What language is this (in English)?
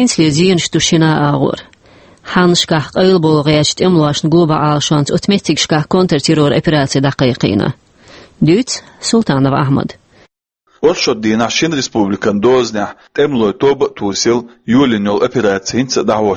Chechen